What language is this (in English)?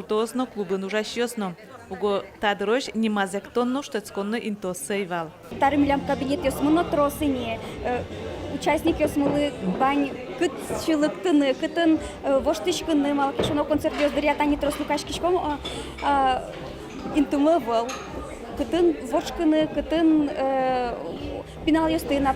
Udmurt